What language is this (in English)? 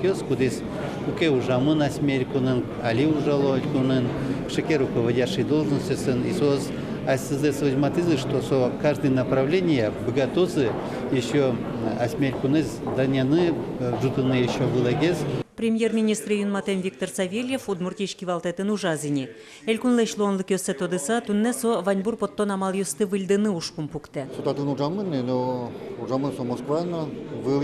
Udmurt